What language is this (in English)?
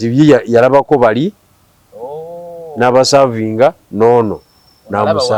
Ganda